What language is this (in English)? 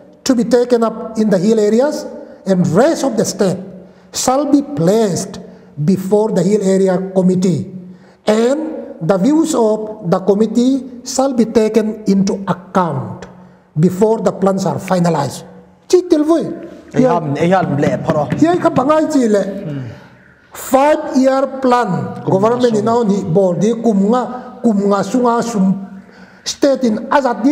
Paite Chin